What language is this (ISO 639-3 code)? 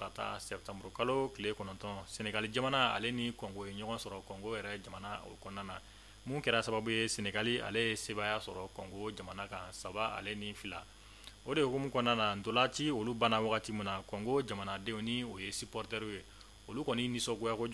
bam